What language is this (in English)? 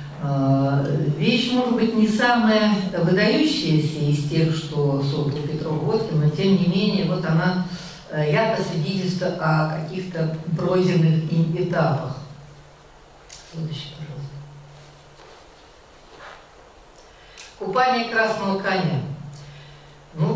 Russian